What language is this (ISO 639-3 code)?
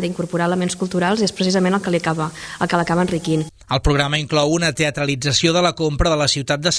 cat